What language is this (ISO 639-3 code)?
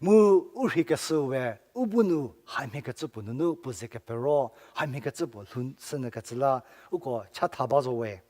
njm